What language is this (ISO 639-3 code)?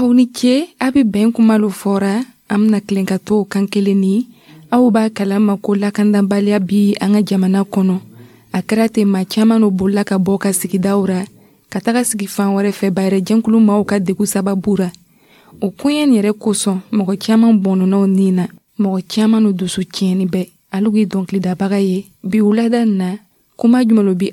dyu